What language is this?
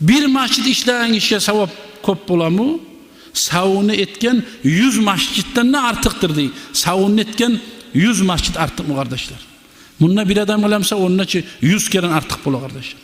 Kumyk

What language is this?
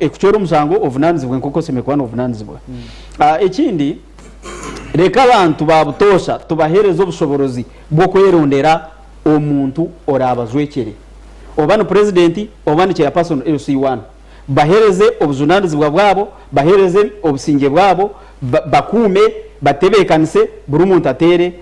Nyankole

